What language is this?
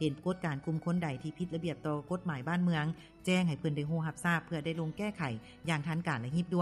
Lao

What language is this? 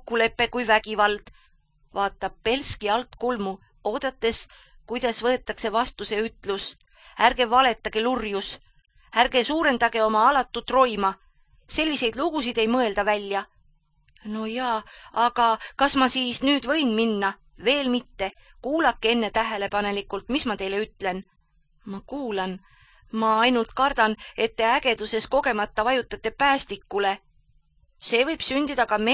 Estonian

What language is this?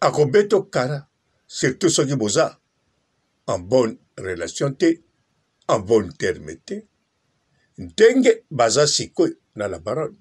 Lingala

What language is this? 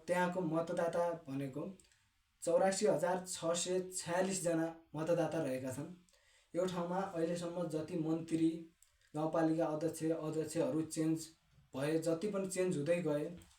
Nepali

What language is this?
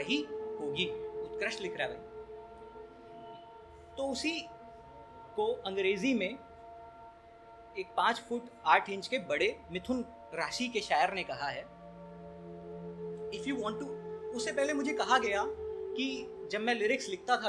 Hindi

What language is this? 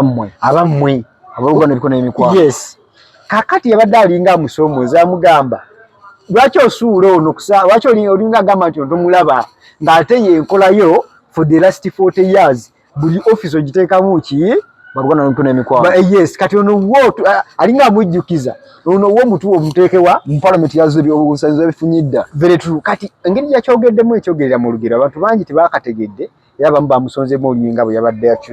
Ganda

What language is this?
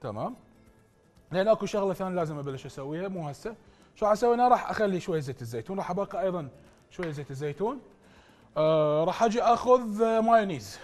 Mesopotamian Arabic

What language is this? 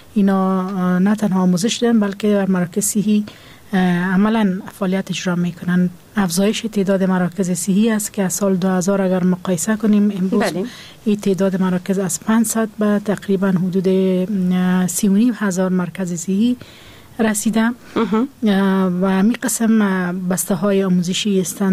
Persian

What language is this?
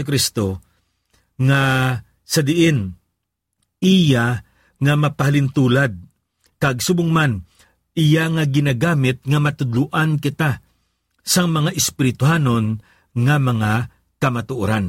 Hiligaynon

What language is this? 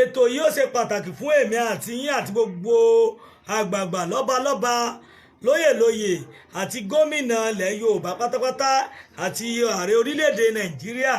Yoruba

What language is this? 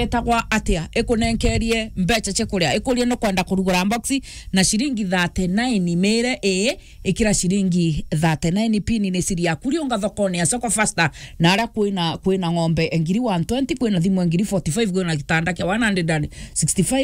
Meru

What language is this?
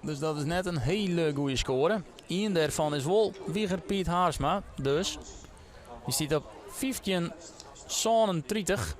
Western Frisian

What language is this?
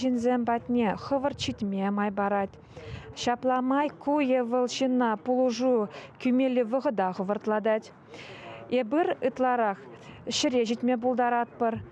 Chuvash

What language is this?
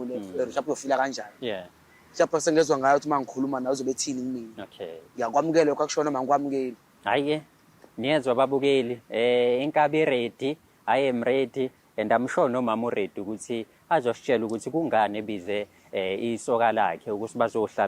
Zulu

